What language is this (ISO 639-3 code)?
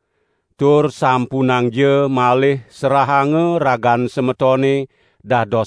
ban